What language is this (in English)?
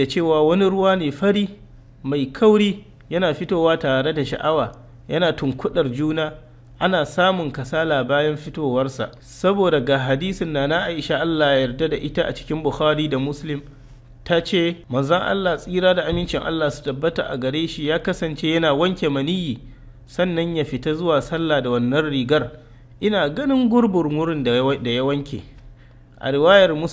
Hausa